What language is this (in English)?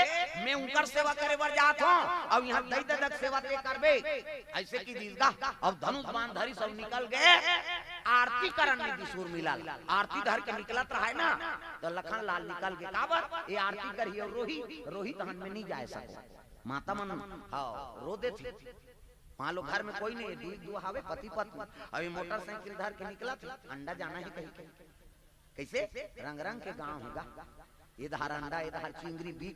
Chhattisgarhi